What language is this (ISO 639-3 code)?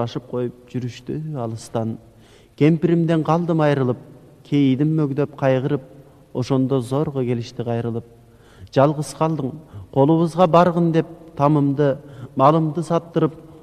kir